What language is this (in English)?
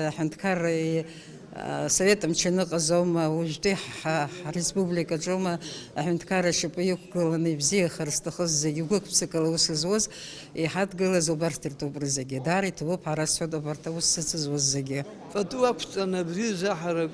Abkhazian